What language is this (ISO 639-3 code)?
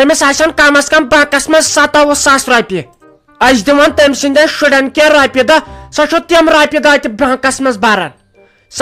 kas